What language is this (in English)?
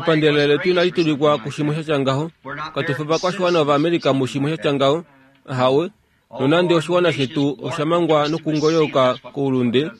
Kuanyama